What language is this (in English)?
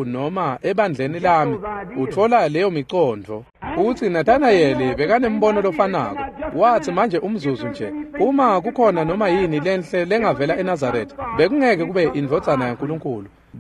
Swati